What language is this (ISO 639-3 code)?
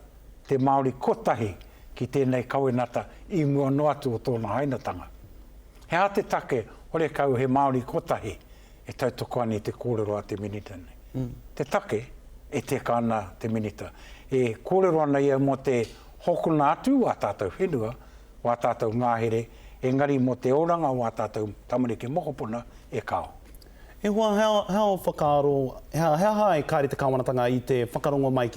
mri